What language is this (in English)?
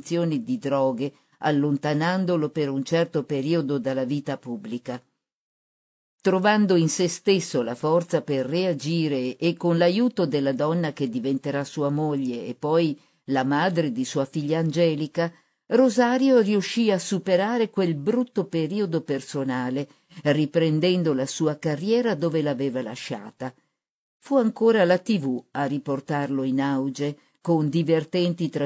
Italian